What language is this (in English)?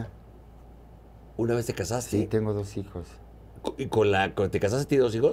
Spanish